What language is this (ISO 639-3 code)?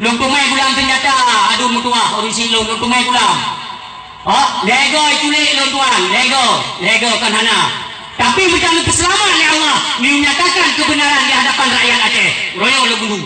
ace